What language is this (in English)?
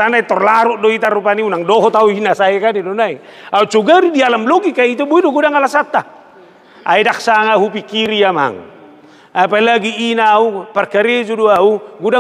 Batak Toba